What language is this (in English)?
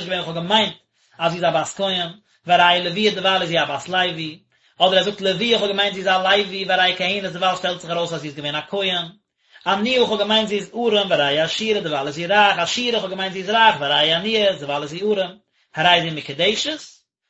Yiddish